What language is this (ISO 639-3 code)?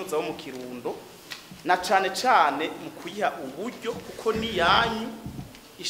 run